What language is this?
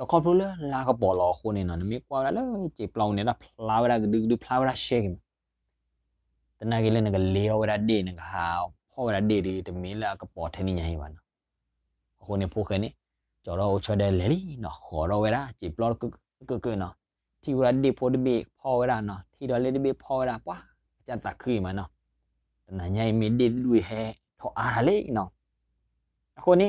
S'gaw Karen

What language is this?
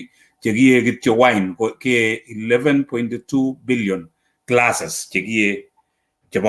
Kalenjin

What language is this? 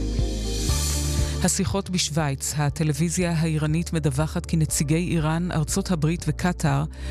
Hebrew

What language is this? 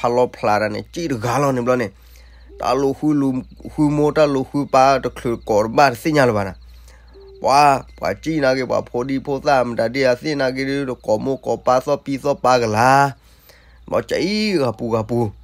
S'gaw Karen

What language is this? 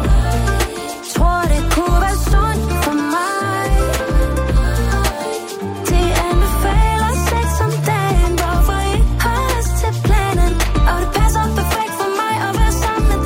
Danish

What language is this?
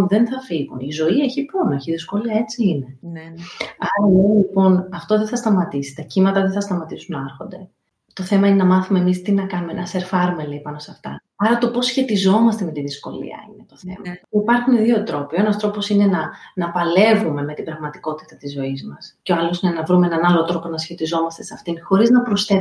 Greek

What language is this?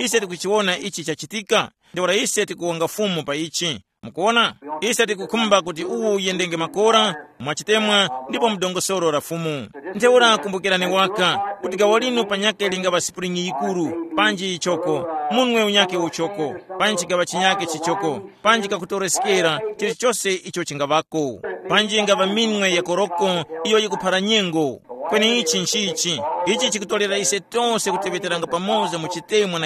Tumbuka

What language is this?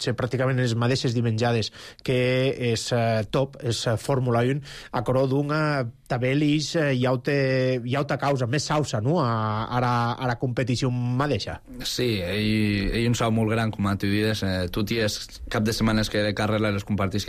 Catalan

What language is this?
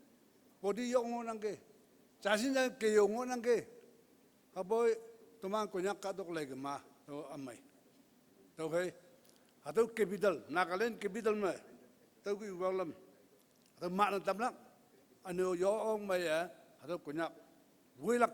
Konyak Naga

